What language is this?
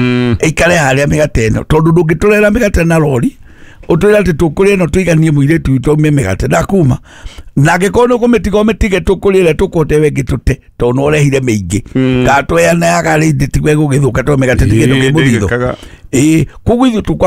Kikuyu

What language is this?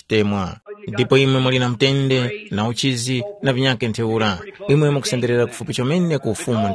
Tumbuka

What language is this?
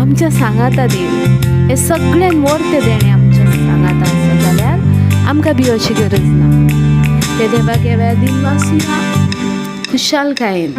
Konkani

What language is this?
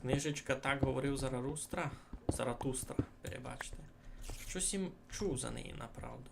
Rusyn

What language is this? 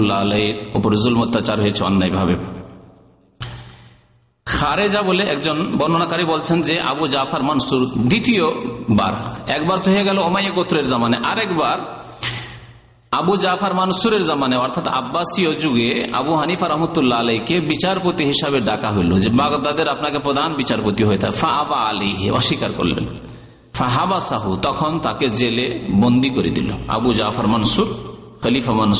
Bangla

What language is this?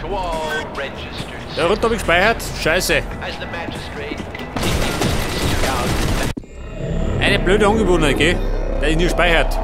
Bavarian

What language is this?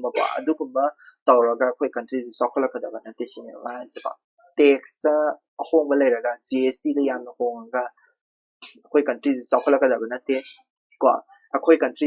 Manipuri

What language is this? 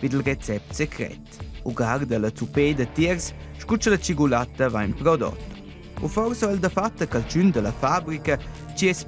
Romansh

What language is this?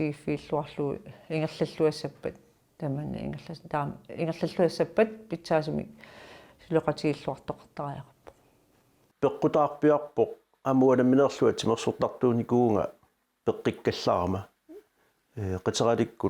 Kalaallisut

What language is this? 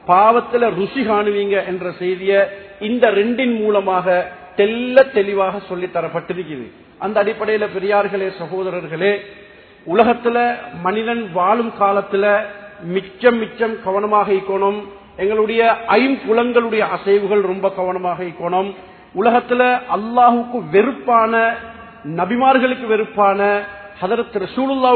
Tamil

